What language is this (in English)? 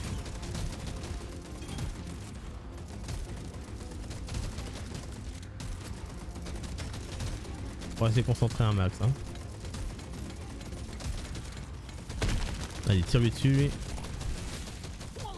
French